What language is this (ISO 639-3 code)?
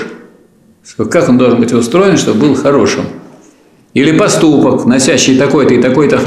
rus